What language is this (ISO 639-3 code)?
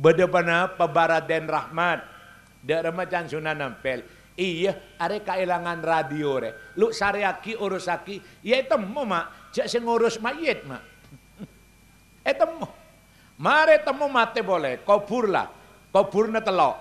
mad